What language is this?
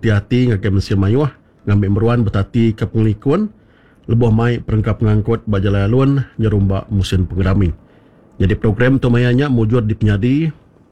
Iban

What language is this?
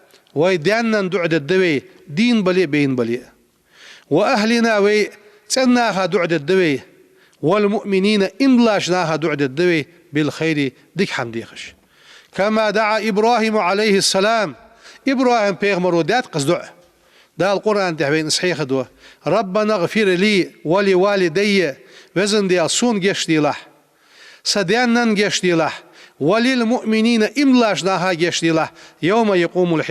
Ingush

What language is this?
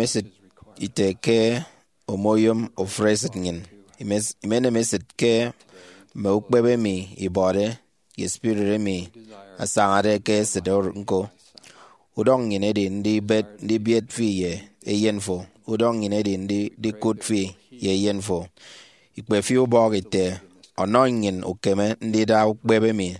Efik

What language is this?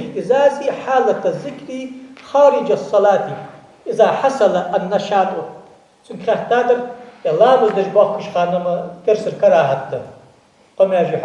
Ingush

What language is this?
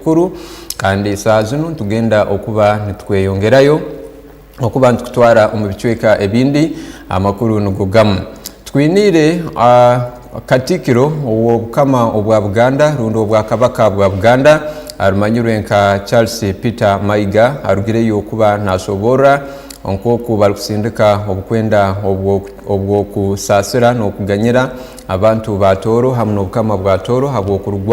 Tooro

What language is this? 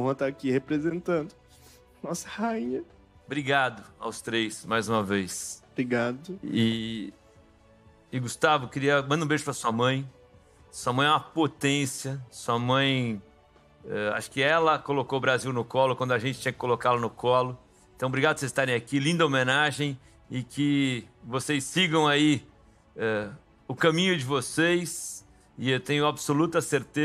Portuguese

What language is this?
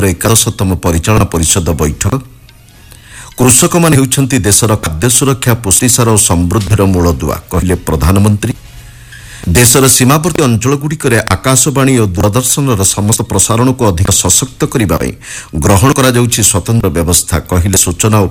Odia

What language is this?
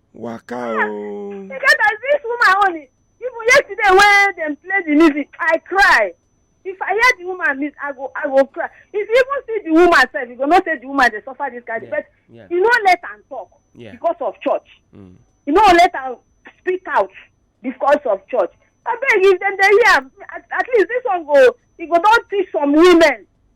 Nigerian Pidgin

